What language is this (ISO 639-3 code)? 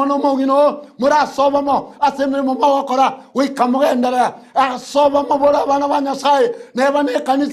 guz